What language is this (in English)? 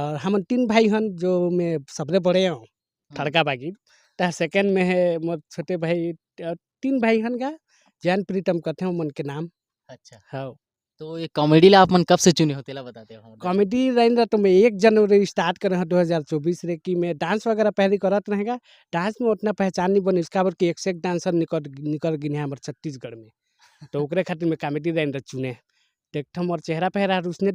Chhattisgarhi